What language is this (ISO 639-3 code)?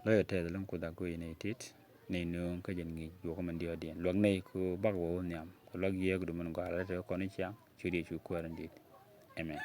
nus